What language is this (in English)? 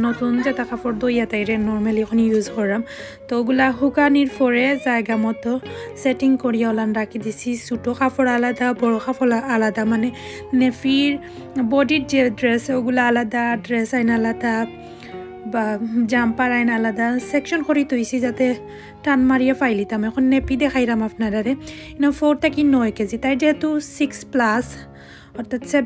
Sylheti